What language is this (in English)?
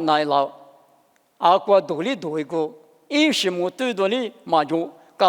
Lisu